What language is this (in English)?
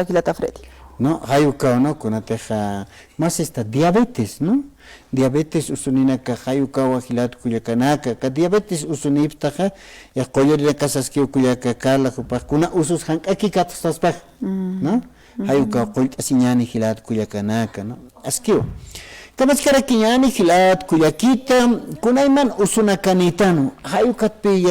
Aymara